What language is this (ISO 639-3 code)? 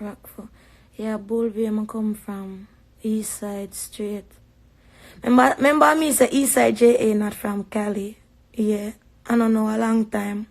jam